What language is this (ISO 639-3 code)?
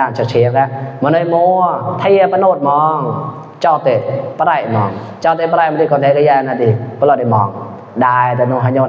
mnw